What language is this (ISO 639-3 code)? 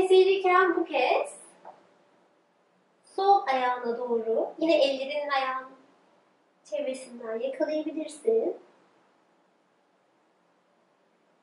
tur